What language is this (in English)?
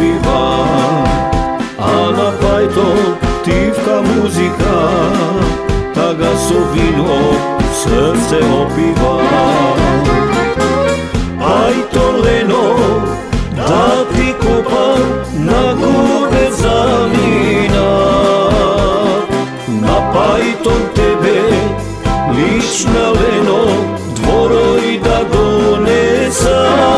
Macedonian